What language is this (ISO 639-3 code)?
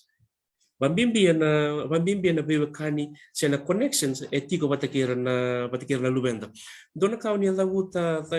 fij